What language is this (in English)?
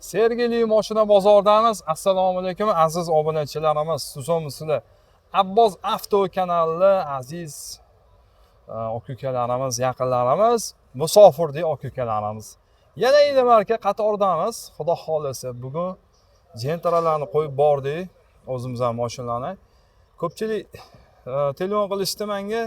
Uzbek